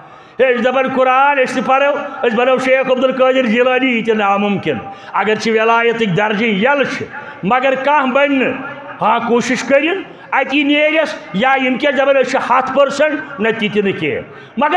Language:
Kashmiri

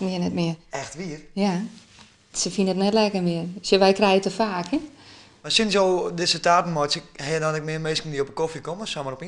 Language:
Western Frisian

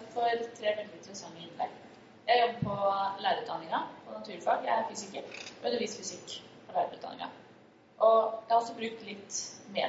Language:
Norwegian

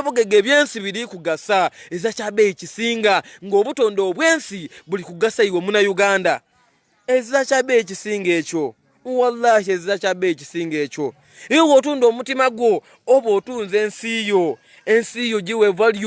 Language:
Ganda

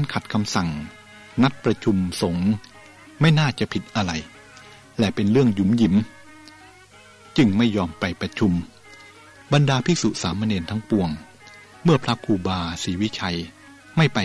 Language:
Thai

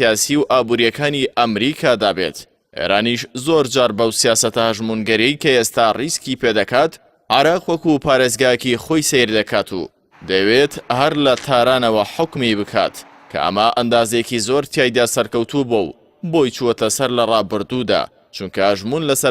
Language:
Central Kurdish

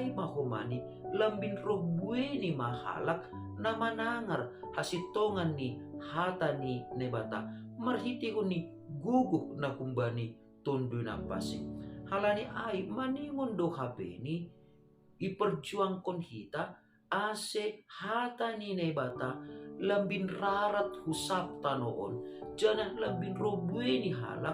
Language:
Batak Simalungun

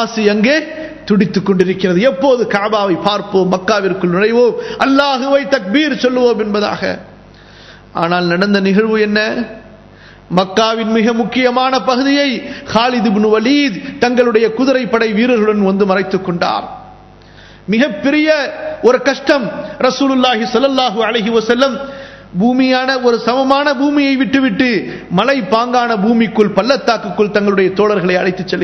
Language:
Tamil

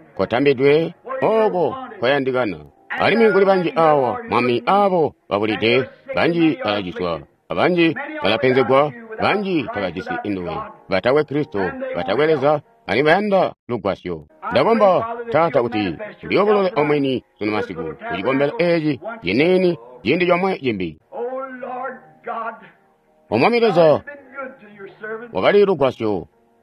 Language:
Tonga (Zambia)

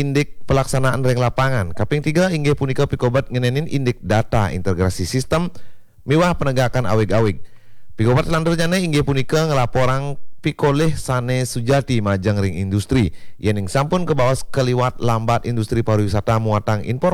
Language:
Balinese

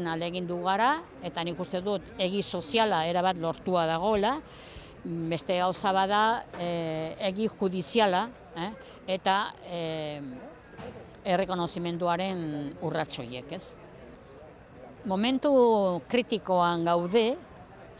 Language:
Basque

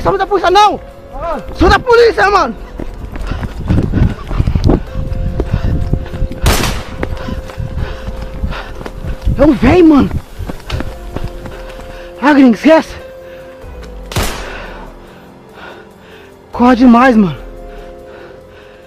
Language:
Portuguese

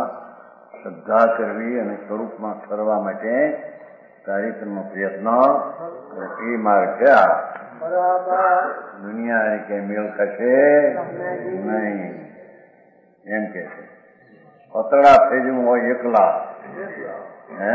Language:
Gujarati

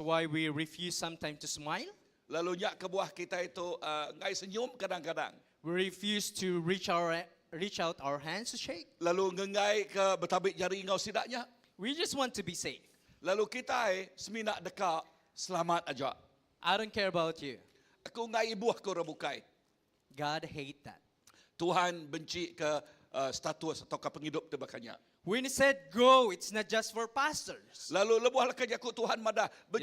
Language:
Iban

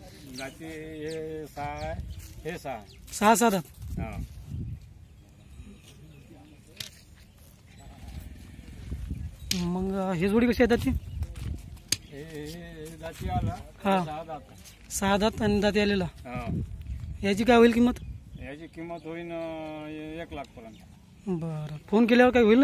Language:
Marathi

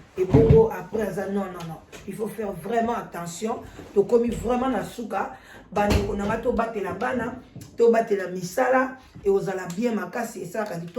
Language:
Lingala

